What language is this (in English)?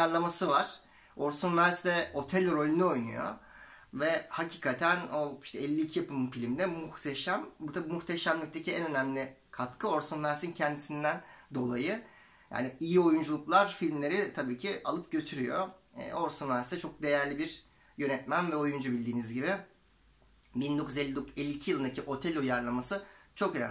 Turkish